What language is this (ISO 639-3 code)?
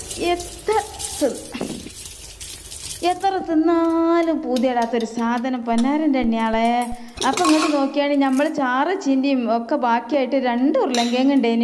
mal